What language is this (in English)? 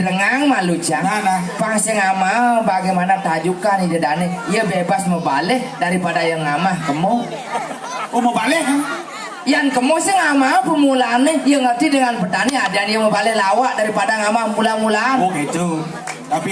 Balinese